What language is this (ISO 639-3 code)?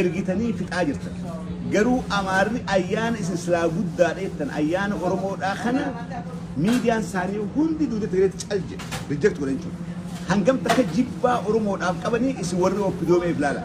orm